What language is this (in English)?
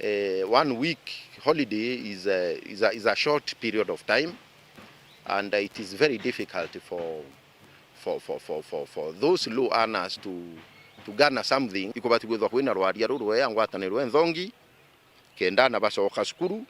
Meru